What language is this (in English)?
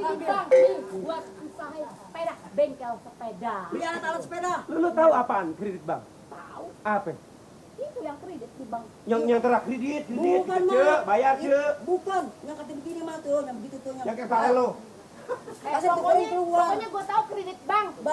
Betawi